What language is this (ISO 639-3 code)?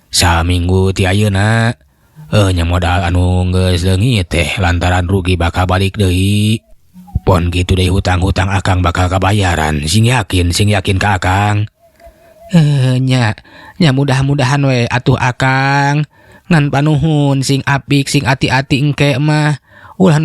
sun